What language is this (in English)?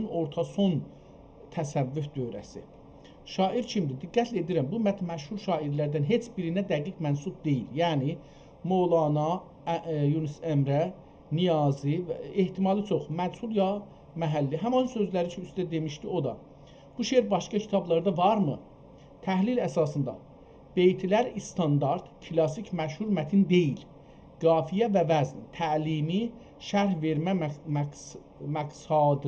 South Azerbaijani